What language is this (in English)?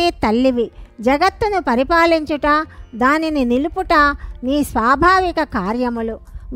Telugu